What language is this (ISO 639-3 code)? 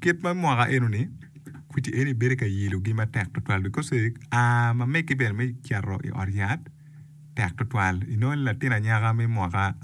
ach